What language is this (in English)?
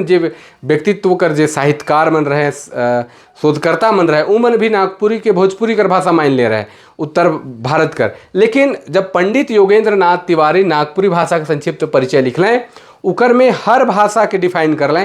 Sadri